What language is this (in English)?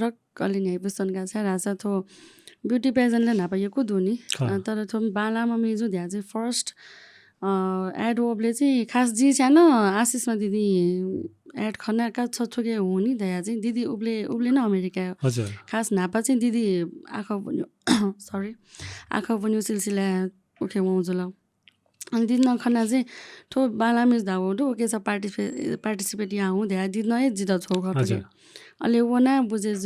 Newari